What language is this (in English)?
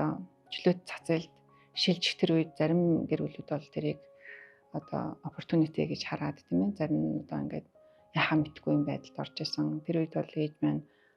Mongolian